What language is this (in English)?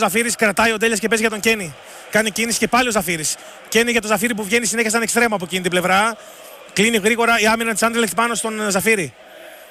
Greek